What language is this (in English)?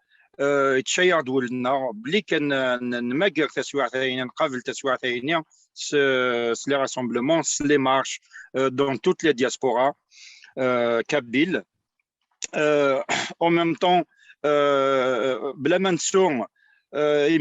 Kabyle